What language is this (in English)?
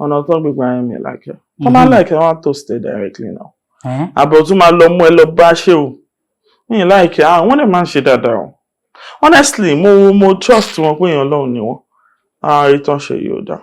Yoruba